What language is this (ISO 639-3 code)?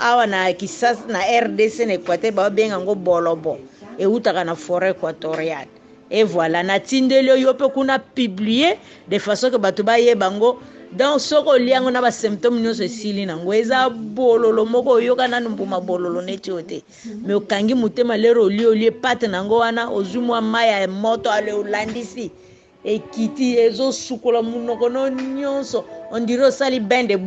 lin